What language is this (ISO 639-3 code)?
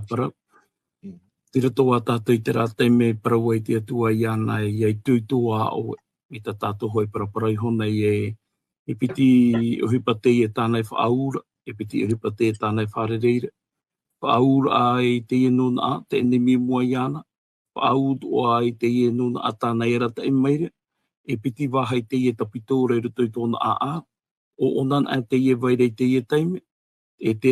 tah